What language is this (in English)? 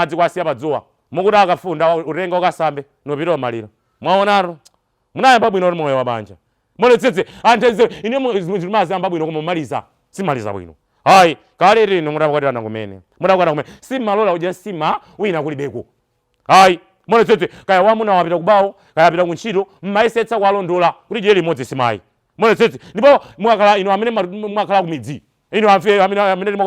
Nyanja